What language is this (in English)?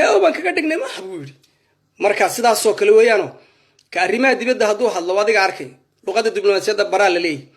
Somali